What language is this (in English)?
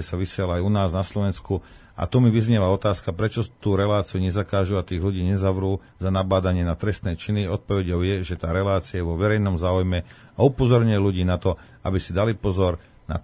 Slovak